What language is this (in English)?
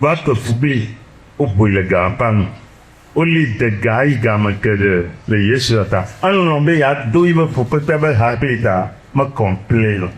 Ewe